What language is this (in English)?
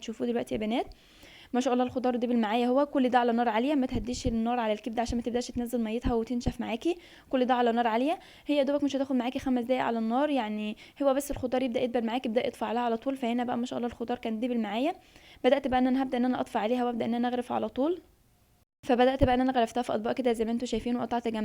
Egyptian Arabic